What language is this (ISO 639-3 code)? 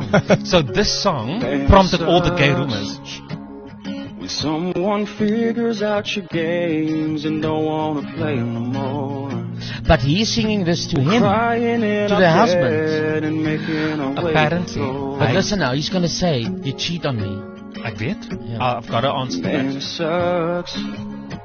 afr